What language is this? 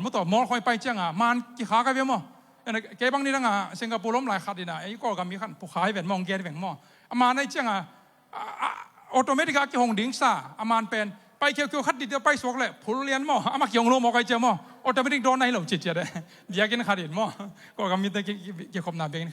Tedim Chin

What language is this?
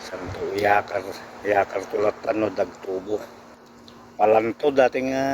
Iloko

